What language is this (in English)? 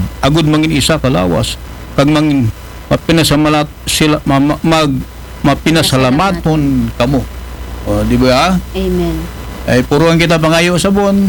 Aklanon